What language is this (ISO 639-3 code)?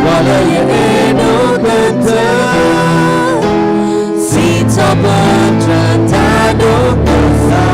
ksw